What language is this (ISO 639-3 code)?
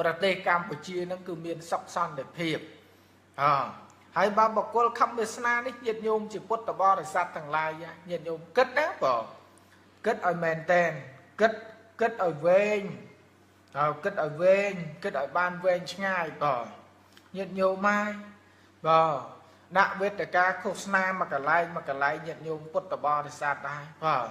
khm